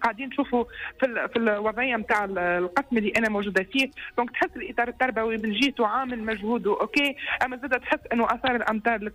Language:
Tunisian Arabic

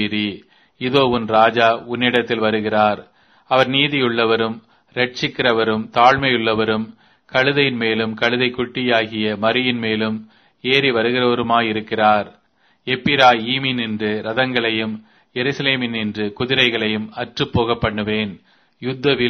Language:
Tamil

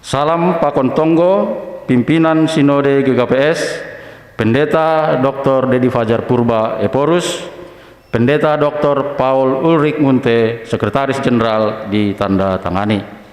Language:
Batak Simalungun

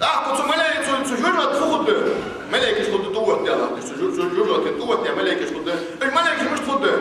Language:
Ingush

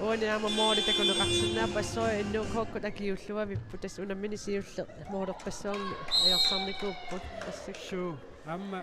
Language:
Kalaallisut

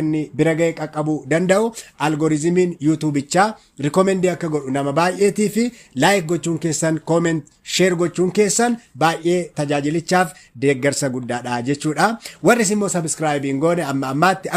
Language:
Oromo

